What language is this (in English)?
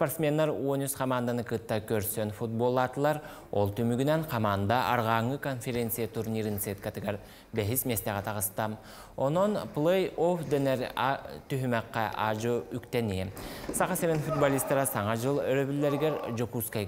Yakut